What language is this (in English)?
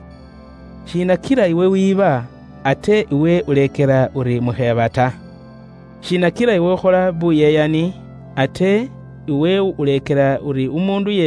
Luyia